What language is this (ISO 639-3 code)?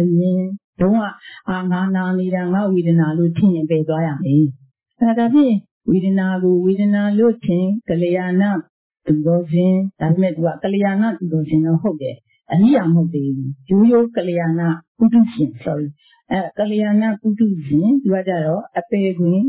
mya